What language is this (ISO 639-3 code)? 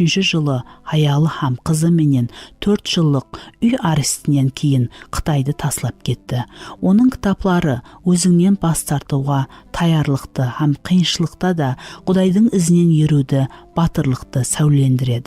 kaa